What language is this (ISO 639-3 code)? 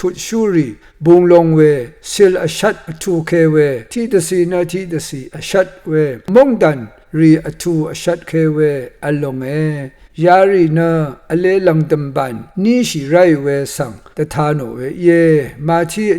raw